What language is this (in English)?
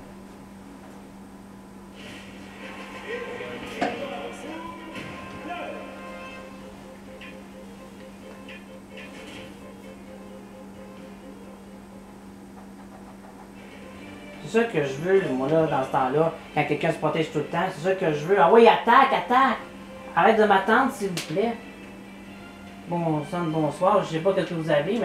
French